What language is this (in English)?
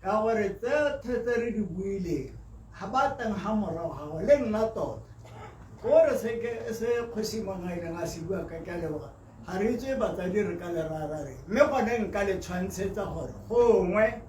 Tswana